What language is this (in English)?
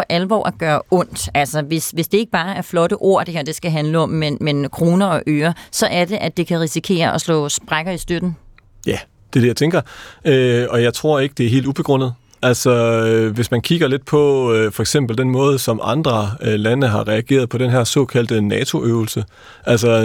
Danish